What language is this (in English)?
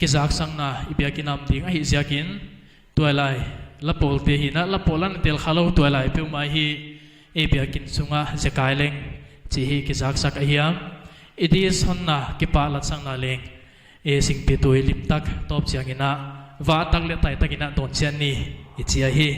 Paite Chin